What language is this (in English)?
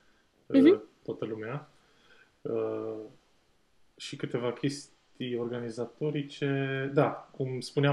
Romanian